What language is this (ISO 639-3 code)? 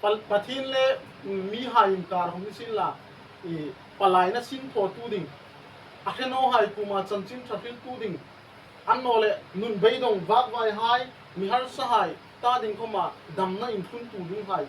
hmr